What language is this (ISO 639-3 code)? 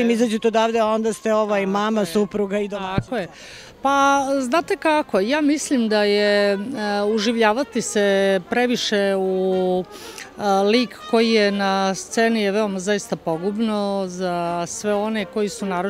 srp